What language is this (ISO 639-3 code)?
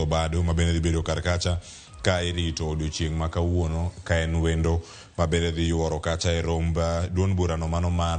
luo